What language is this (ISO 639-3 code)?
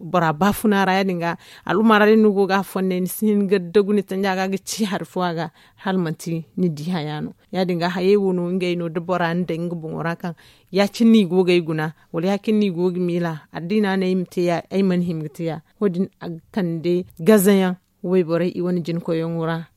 dje